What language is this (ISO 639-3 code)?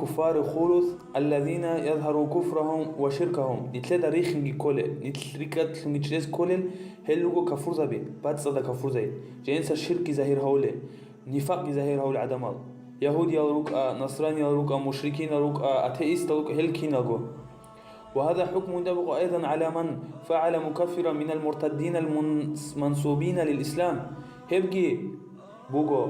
ava